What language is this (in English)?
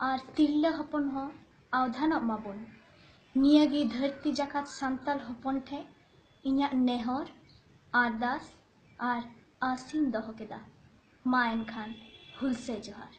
Santali